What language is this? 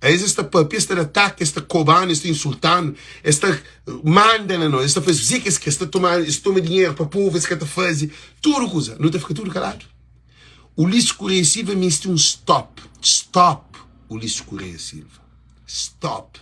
Kabuverdianu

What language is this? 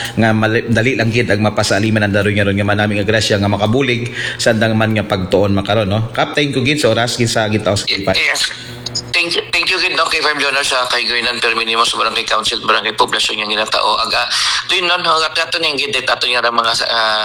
Aklanon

